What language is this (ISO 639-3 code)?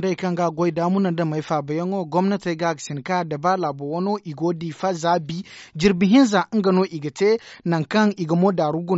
dje